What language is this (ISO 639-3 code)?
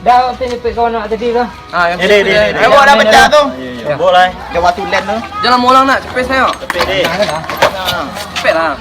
min